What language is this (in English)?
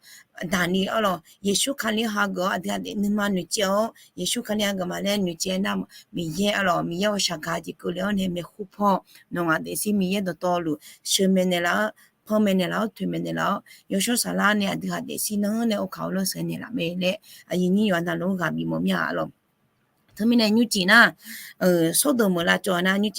Akha